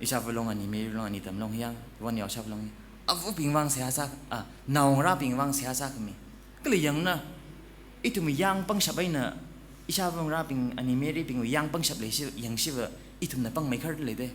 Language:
Tangkhul Naga (India)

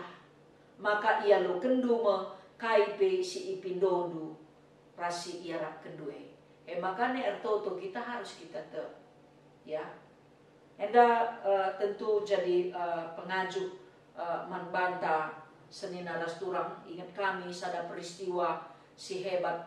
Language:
Batak Karo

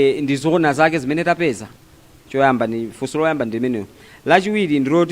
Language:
Nyanja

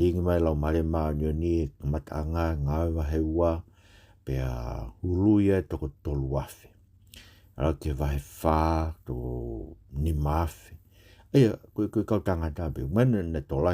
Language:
Tongan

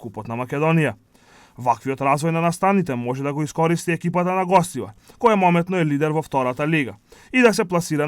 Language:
Macedonian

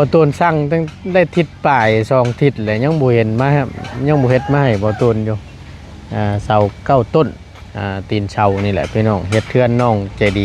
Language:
Northeastern Thai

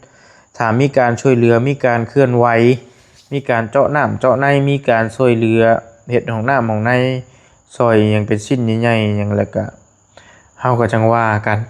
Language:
Lao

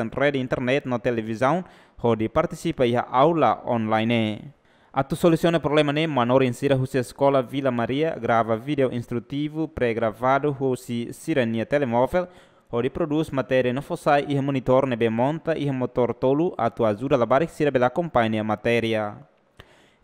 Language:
Tetum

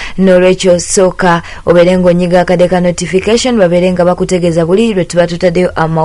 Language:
Ganda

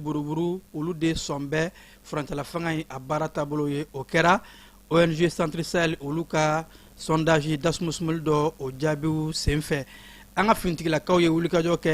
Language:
Bambara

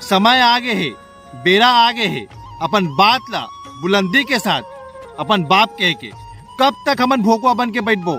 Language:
Chhattisgarhi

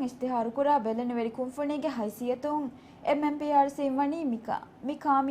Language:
Divehi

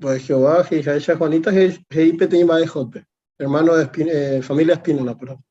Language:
Guarani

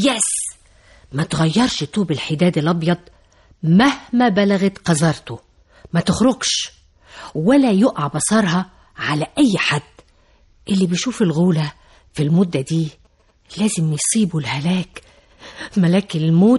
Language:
Egyptian Arabic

